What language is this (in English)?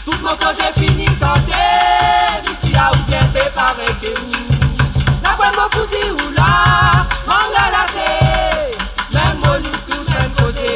Réunion Creole French